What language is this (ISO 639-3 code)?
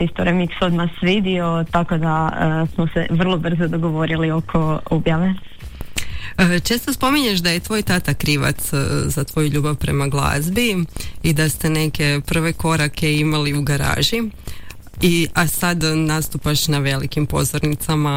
hrv